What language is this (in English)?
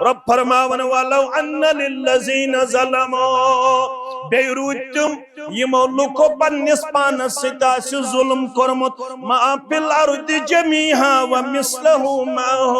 Kashmiri